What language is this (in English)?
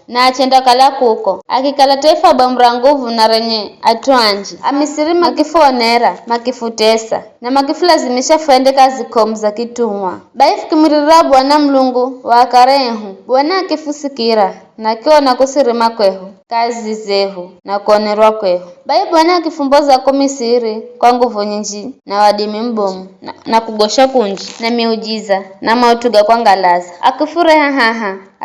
Giryama